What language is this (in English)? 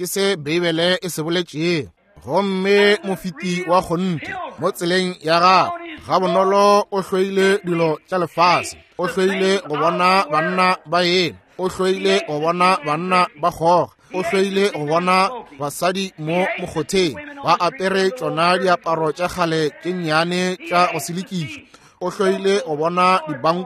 Northern Sotho